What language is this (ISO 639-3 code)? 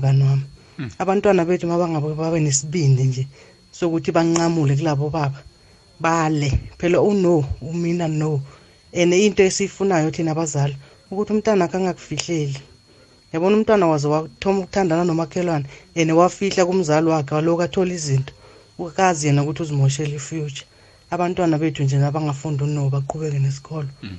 nbl